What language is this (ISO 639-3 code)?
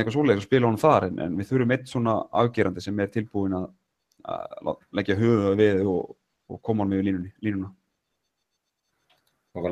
isl